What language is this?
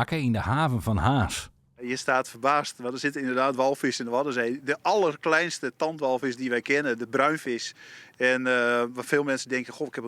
Western Frisian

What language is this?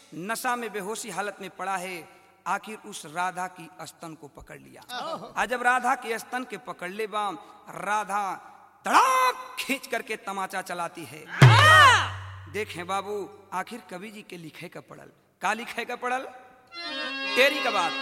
Bhojpuri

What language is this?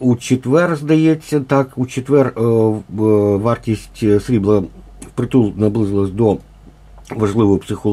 Ukrainian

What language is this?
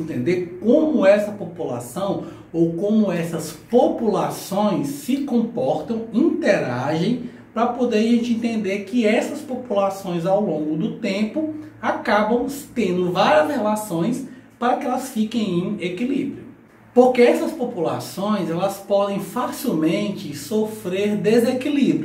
Portuguese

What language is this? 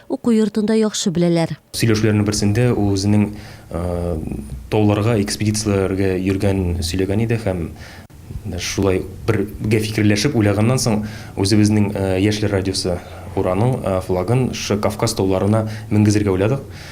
Tatar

